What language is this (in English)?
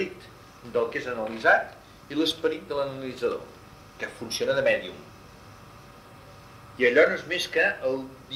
Catalan